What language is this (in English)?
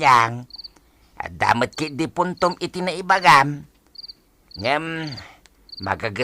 Iloko